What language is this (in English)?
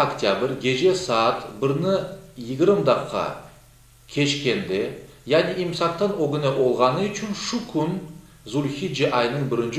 Crimean Tatar